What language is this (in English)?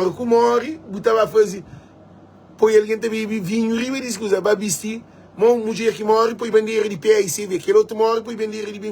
Kabuverdianu